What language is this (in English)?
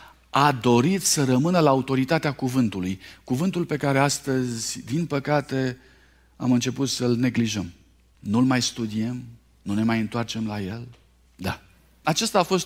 Romanian